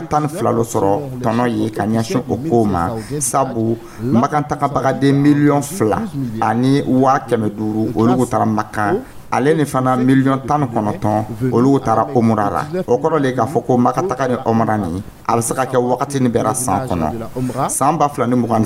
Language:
Dyula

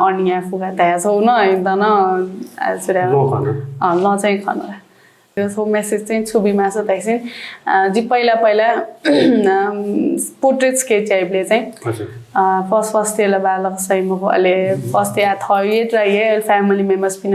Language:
Newari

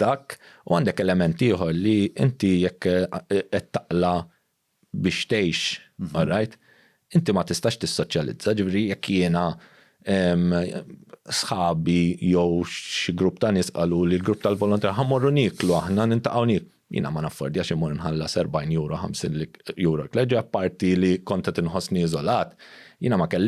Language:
Maltese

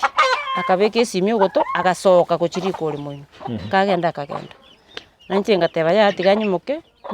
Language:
Gusii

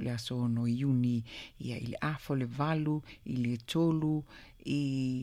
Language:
Samoan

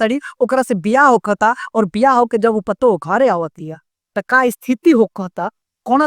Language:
Bhojpuri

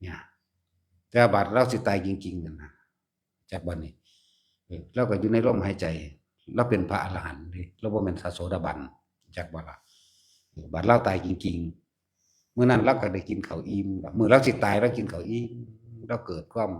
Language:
Northeastern Thai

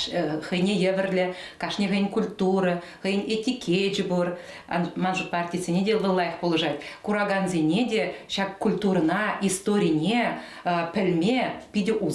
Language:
Chuvash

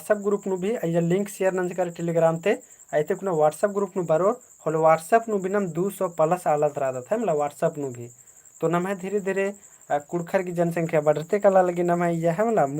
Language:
Kurukh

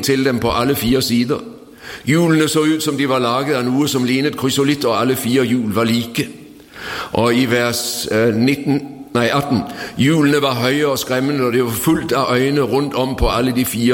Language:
Norwegian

